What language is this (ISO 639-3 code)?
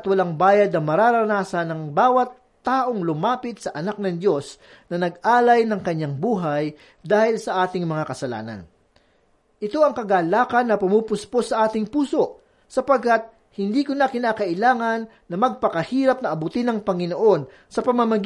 fil